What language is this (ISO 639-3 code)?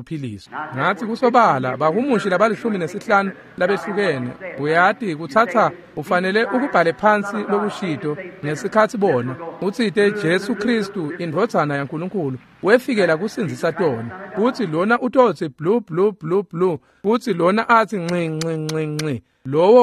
ssw